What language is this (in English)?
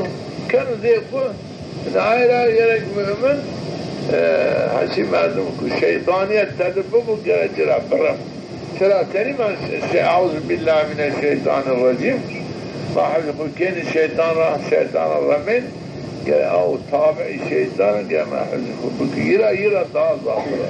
Zaza